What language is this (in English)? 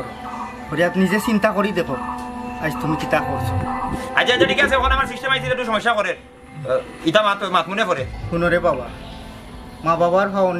Sylheti